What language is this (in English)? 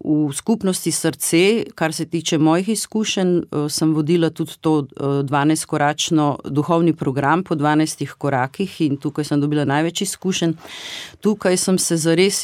Slovenian